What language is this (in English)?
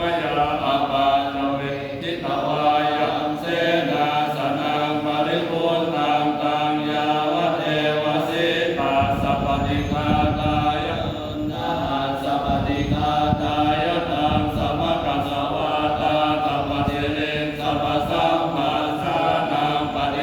Pali